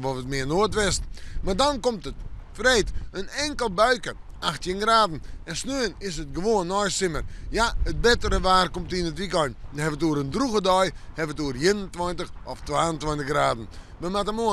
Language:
Western Frisian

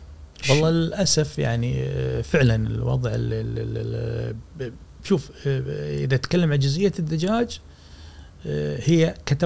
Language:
Gulf Arabic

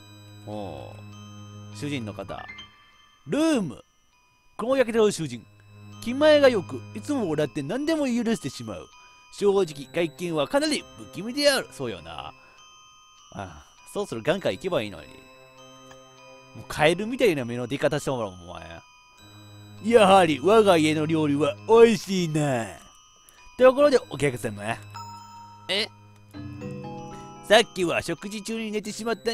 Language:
Japanese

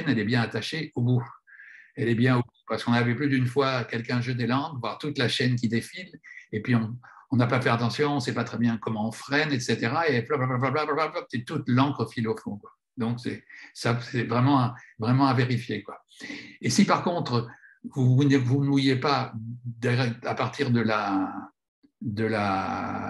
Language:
French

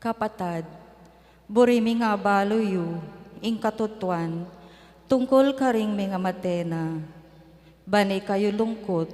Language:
Pampanga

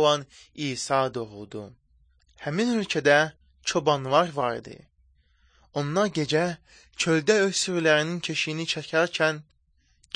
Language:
Azerbaijani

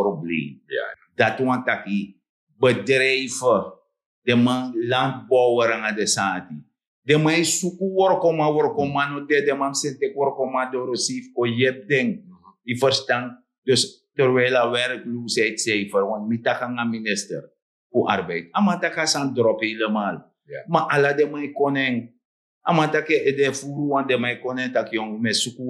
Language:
Sranan Tongo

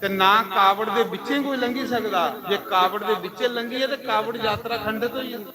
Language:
Dogri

